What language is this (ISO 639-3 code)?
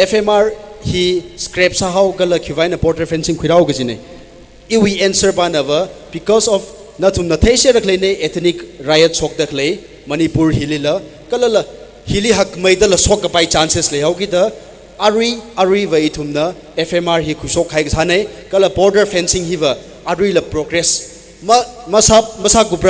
nmf